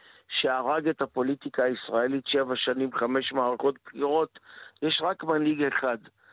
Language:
Hebrew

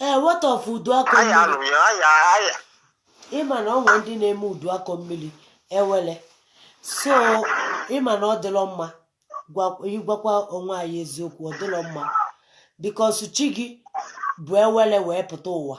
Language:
Igbo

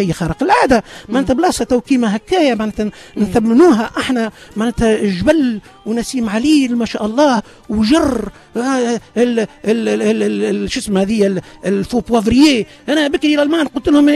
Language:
Tunisian Arabic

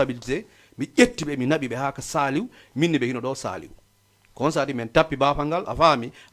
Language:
Fula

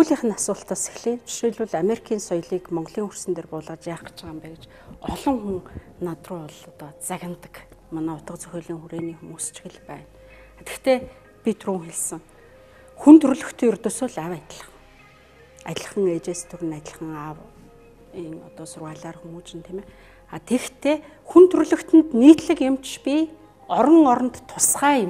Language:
Mongolian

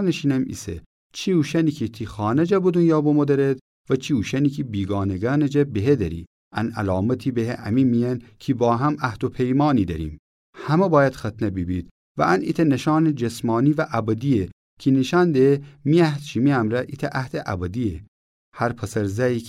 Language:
Gilaki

